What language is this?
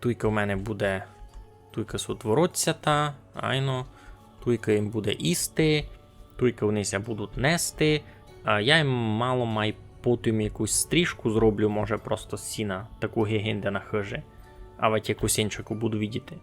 Rusyn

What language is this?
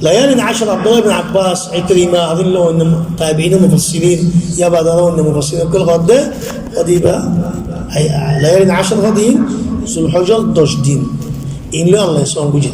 Rohingya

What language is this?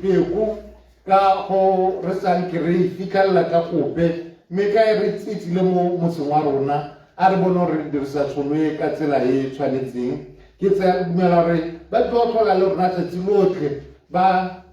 Tswana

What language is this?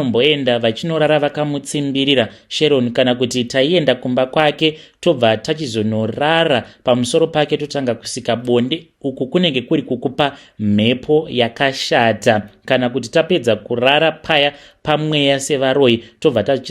Shona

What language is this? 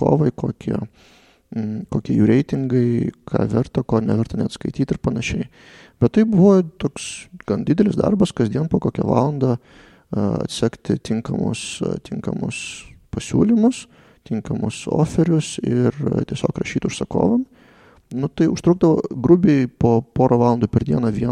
Lithuanian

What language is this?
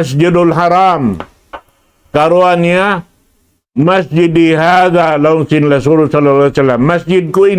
Tausug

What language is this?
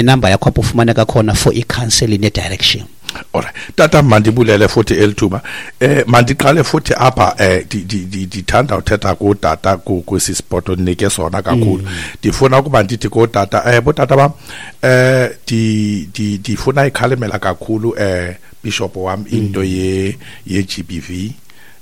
Xhosa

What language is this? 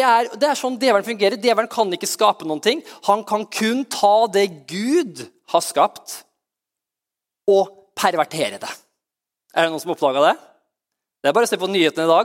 Norwegian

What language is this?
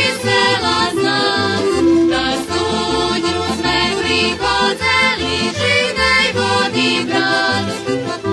Rusyn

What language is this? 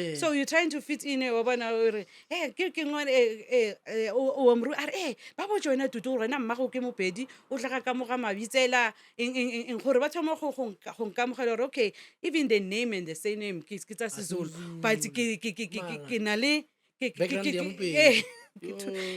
Northern Sotho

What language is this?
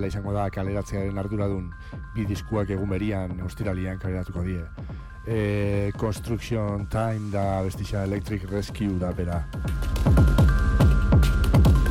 Basque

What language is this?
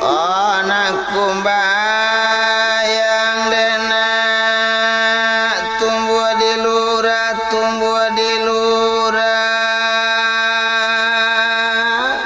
Minangkabau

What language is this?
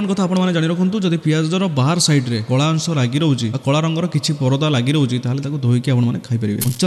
Odia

